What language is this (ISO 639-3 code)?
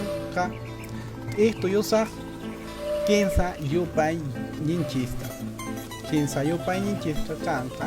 que